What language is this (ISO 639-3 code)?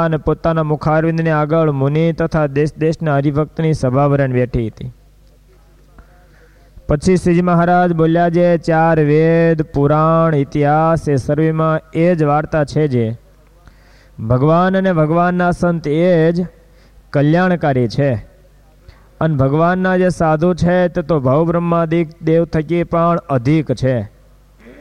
guj